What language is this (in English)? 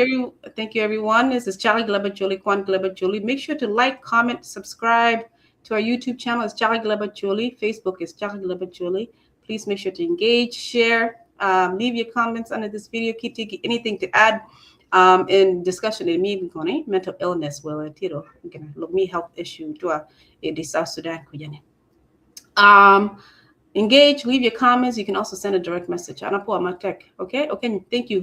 Acoli